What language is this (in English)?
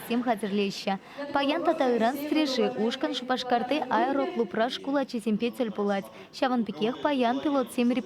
Chuvash